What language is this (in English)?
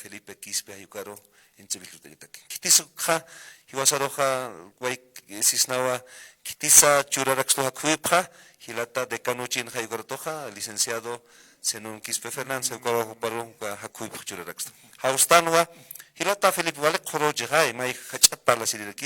Aymara